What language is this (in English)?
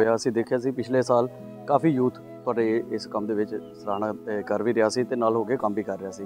Punjabi